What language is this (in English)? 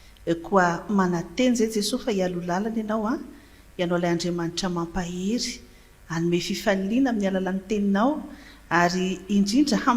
Malagasy